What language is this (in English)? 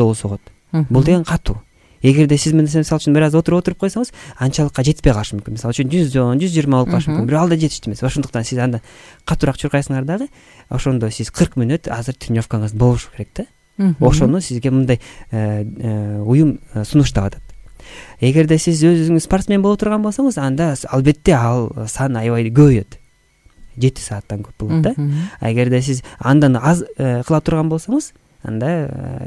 Kyrgyz